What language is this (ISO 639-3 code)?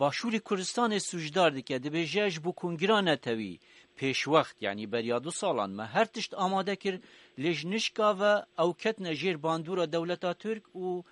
kur